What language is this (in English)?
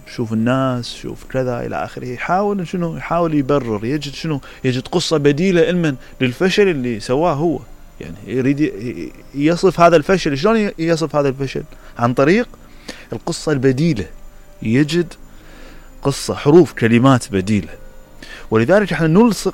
Mesopotamian Arabic